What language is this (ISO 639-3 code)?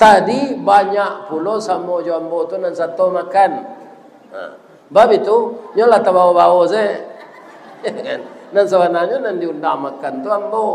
min